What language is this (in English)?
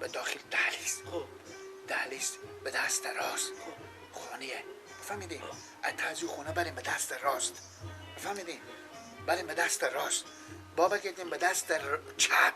Persian